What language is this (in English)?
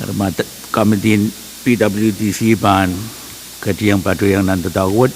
Pohnpeian